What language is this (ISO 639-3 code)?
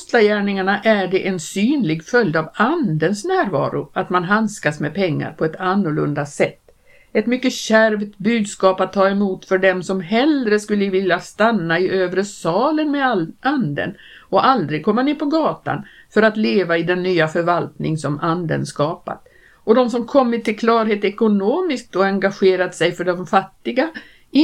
swe